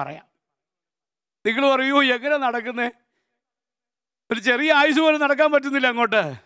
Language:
Malayalam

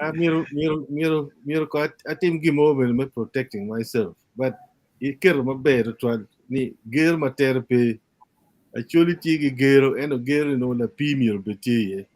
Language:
Acoli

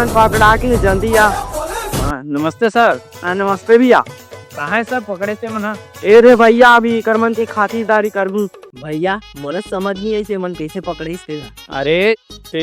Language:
Chhattisgarhi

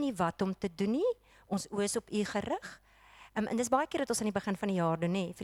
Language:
Afrikaans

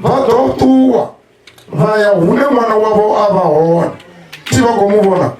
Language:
Venda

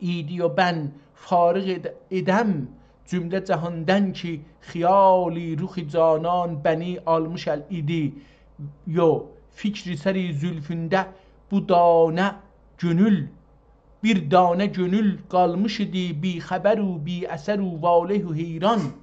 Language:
South Azerbaijani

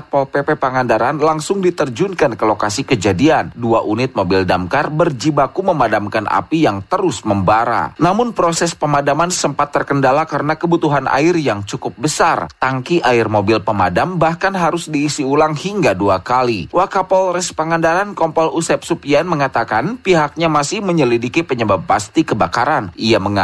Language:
Indonesian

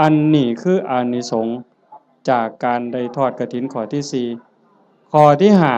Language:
Lao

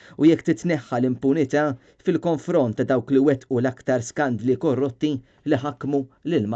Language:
Maltese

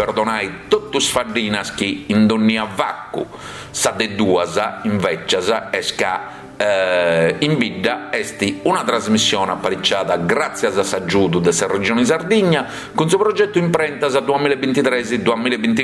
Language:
Sardinian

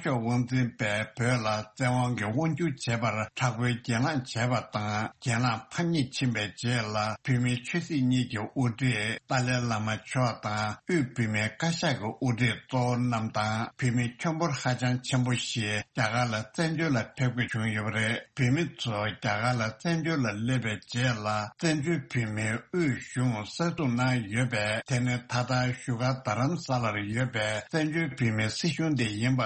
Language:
Tibetan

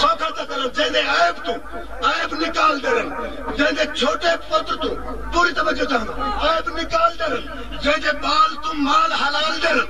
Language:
Saraiki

